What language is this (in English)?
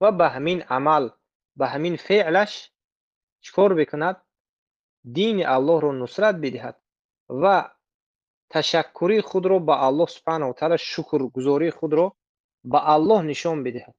Tajik